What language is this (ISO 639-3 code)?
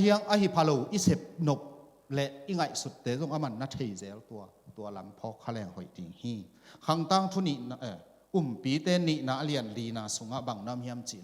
ctd